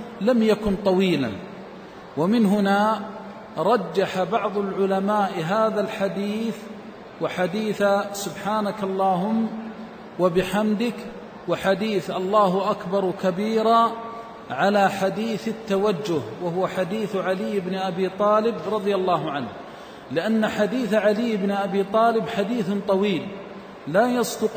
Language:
Arabic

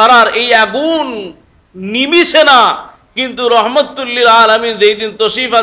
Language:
Sylheti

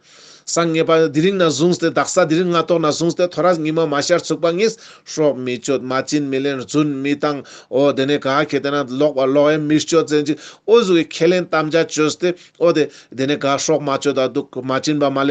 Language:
Ladakhi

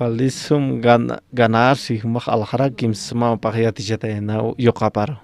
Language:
Aymara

